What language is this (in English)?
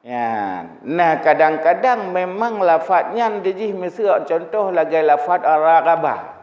Achinese